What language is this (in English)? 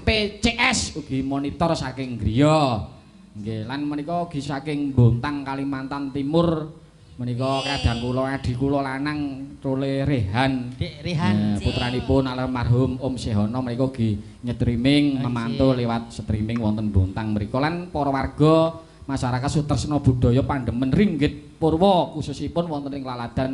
Javanese